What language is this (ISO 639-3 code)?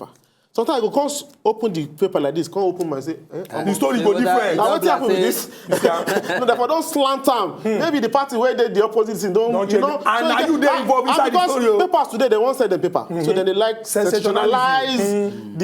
pcm